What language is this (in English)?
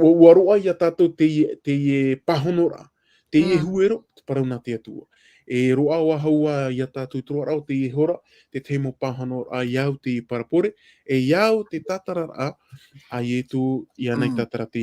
Tahitian